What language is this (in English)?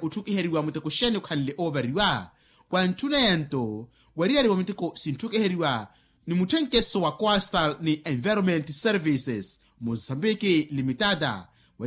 Makhuwa